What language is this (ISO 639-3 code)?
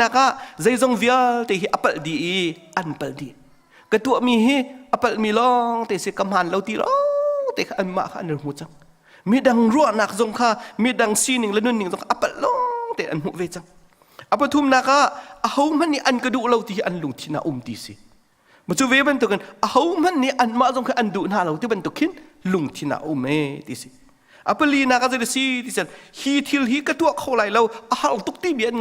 cnh